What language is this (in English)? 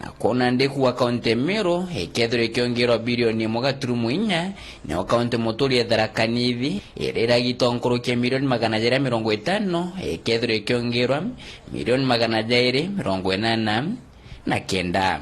Meru